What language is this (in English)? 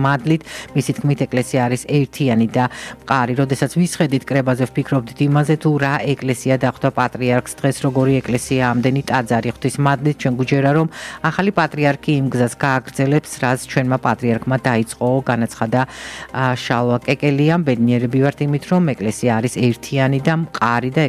Georgian